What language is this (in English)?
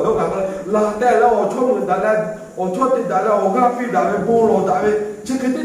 Lahu